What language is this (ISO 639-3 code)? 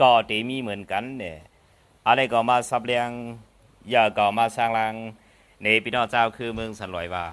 shn